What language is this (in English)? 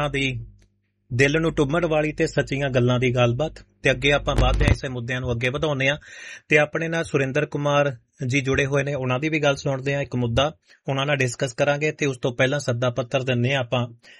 Punjabi